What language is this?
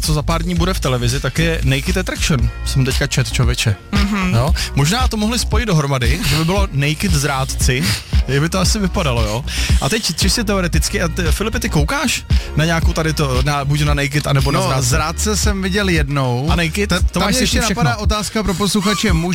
Czech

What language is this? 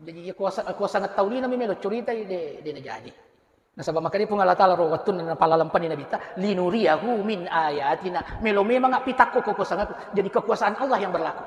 Buginese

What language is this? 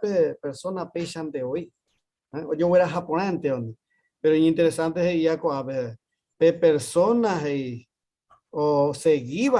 Guarani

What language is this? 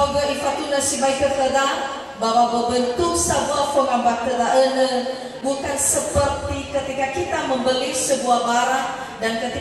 Nias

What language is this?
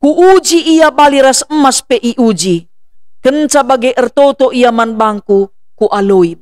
Batak Karo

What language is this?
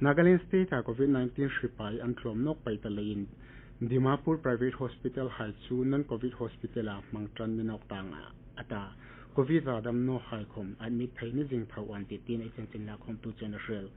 Hmar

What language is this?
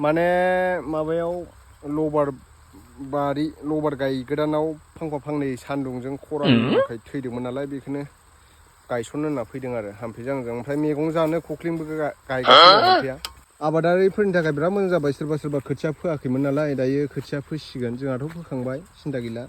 Bodo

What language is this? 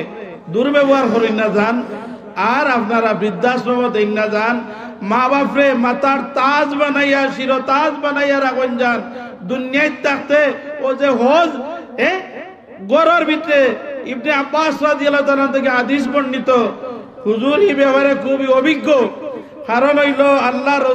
Sylheti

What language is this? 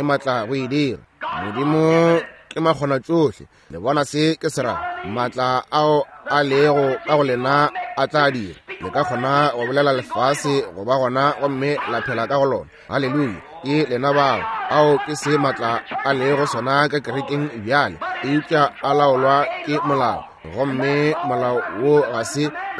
Northern Sotho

